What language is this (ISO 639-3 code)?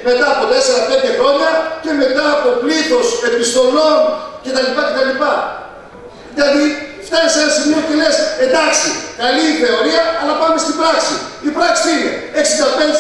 ell